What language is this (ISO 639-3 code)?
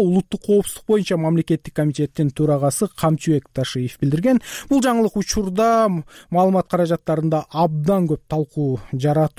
kir